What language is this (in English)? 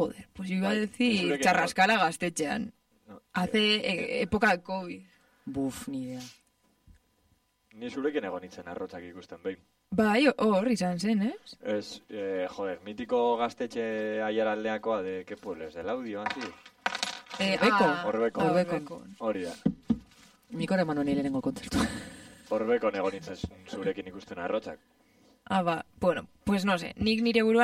Basque